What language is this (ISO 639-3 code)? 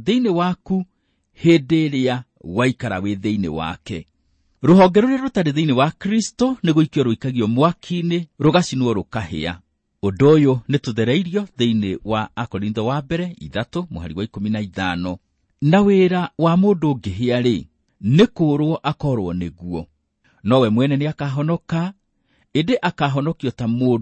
kik